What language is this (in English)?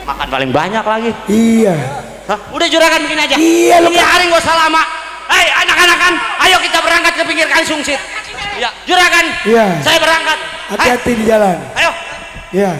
Betawi